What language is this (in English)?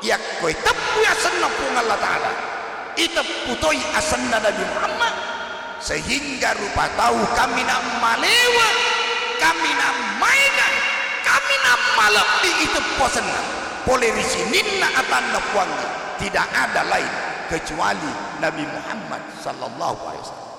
Buginese